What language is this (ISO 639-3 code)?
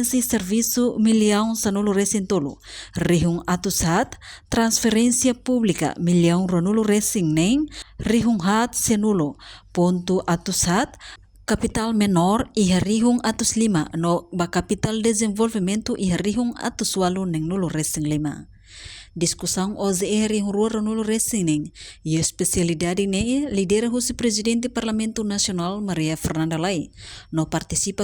tet